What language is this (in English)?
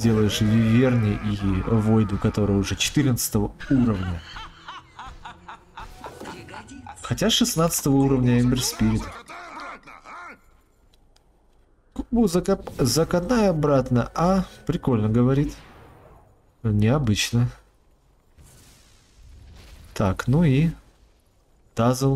Russian